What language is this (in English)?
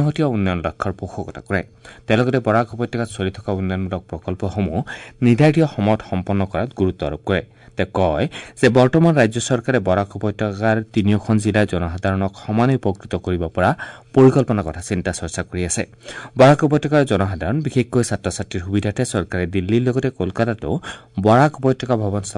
Assamese